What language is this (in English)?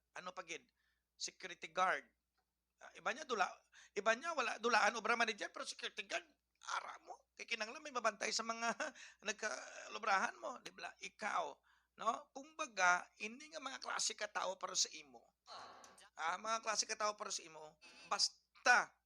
Hiligaynon